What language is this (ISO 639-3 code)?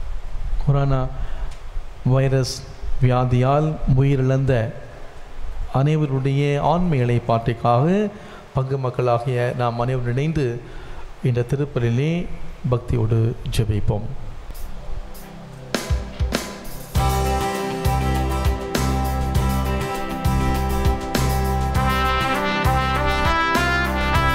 tam